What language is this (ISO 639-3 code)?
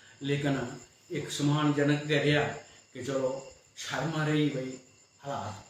doi